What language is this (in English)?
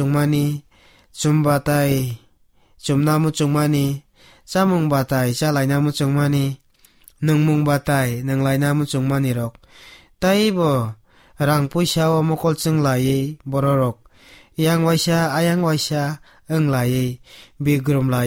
Kok Borok